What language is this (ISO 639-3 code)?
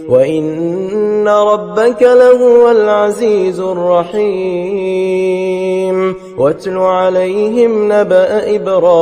ara